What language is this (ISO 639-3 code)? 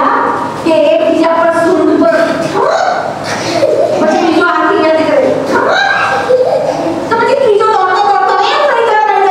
guj